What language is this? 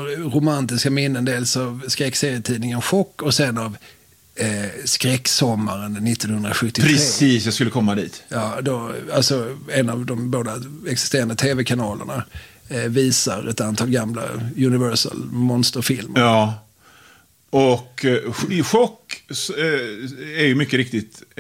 Swedish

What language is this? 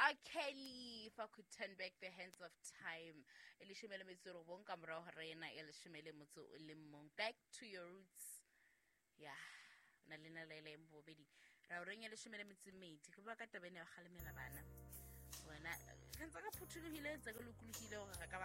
Southern Sotho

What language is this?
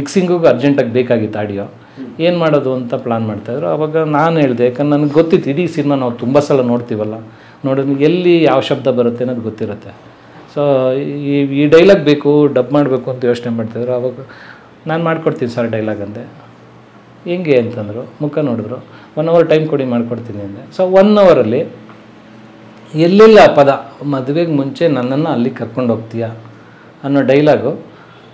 Kannada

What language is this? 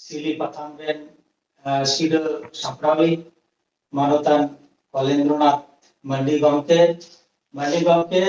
Santali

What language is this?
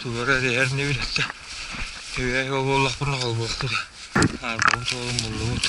Yakut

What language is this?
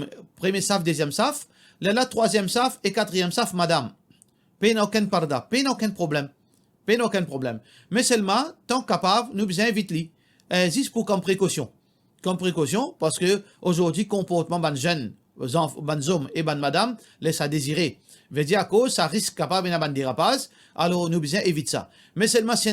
Morisyen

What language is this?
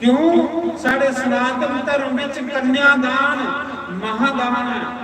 Dogri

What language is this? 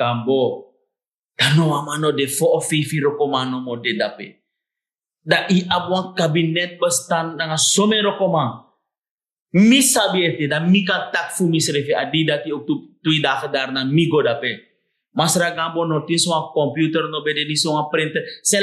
Sranan Tongo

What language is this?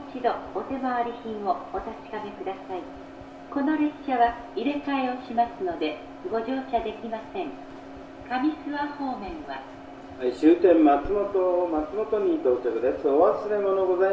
Japanese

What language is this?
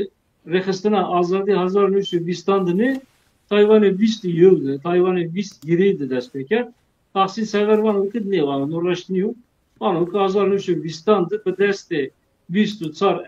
Zaza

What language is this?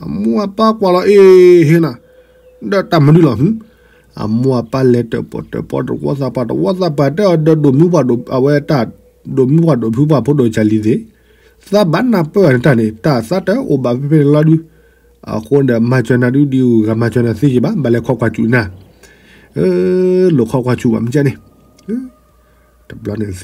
S'gaw Karen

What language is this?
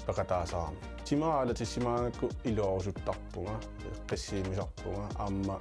Kalaallisut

